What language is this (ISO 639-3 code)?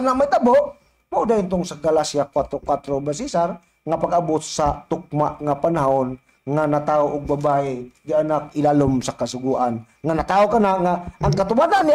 ceb